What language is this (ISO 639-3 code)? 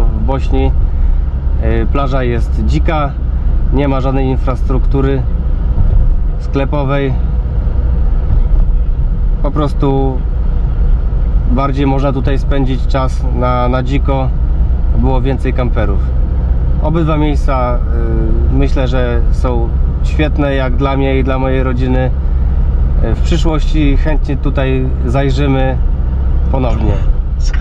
pol